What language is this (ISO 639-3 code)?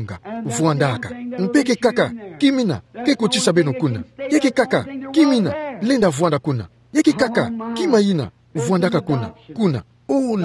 ktu